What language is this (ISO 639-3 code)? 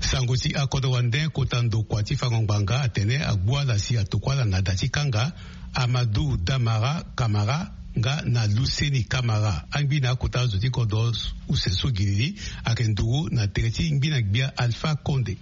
sag